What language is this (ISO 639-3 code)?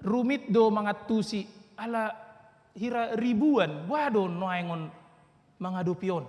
bbc